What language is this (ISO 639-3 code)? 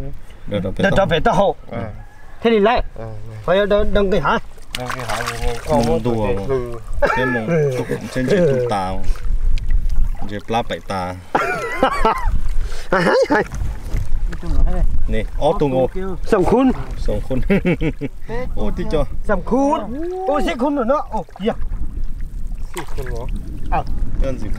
vie